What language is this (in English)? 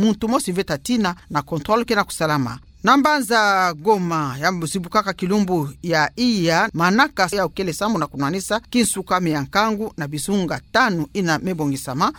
Kituba (Democratic Republic of Congo)